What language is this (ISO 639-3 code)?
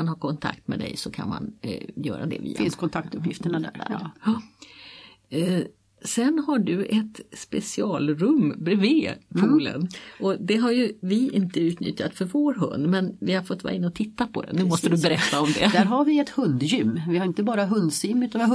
swe